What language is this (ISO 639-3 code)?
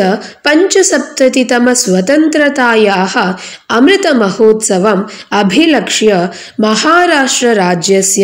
san